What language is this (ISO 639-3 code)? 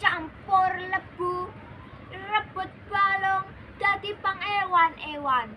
jav